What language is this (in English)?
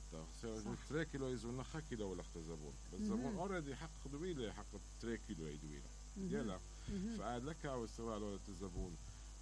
Mesopotamian Arabic